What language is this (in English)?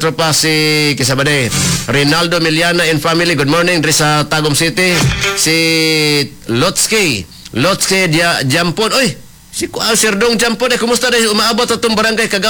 Cebuano